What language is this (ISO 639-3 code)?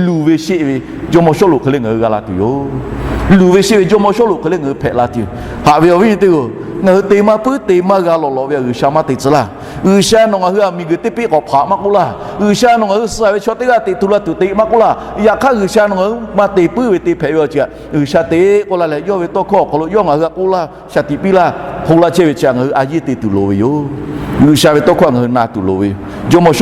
lhu